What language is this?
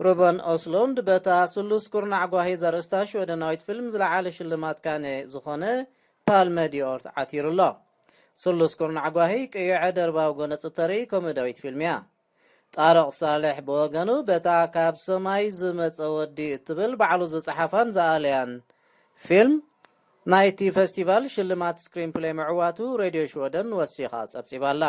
Tigrinya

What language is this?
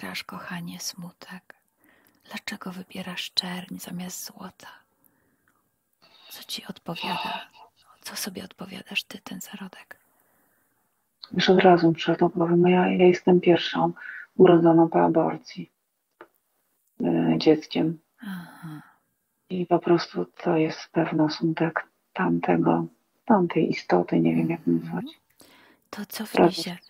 Polish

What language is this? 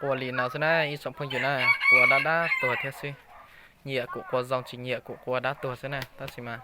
Hmong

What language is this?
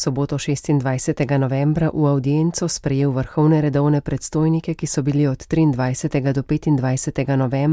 Slovenian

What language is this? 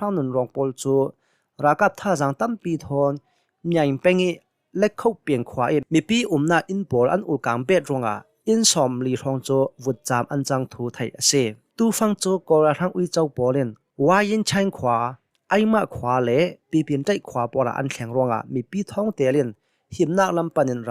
Hakha Chin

